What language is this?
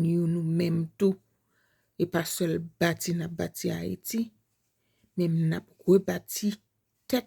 Haitian Creole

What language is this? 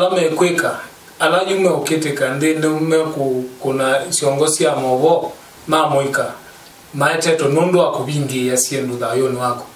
Kamba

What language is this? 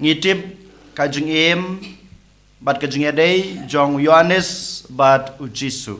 Khasi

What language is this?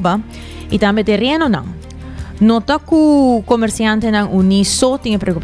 Papiamento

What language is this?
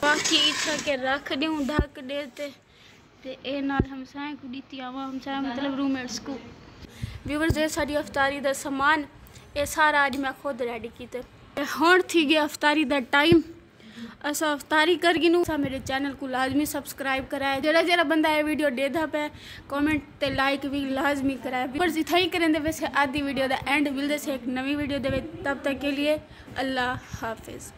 Saraiki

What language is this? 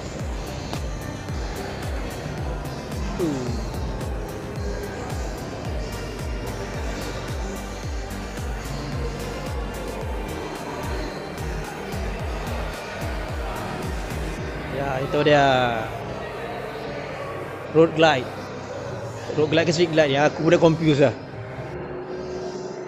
Malay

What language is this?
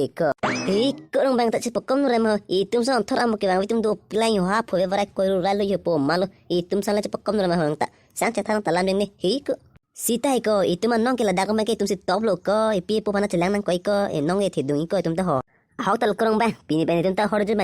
Karbi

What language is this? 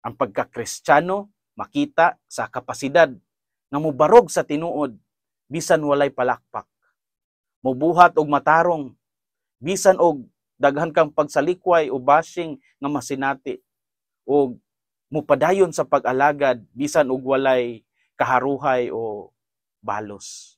Cebuano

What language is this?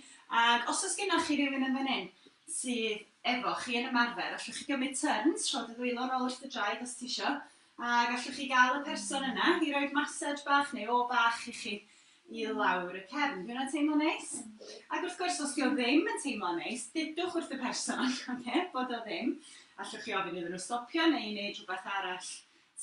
Welsh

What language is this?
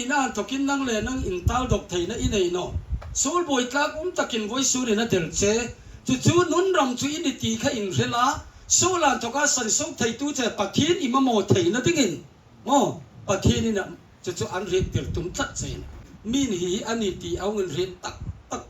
Hmar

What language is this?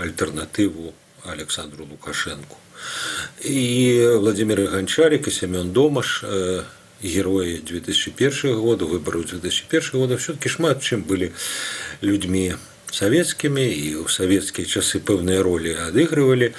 Belarusian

